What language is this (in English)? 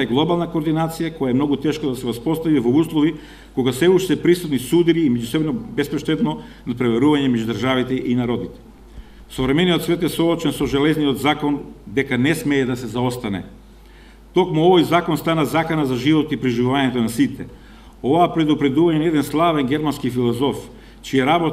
Macedonian